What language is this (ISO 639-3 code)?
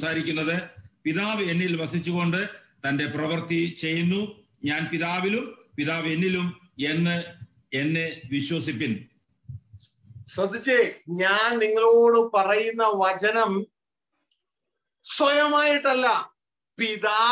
mal